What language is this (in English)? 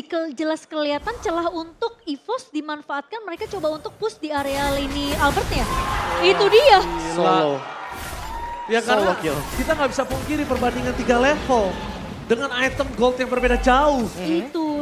Indonesian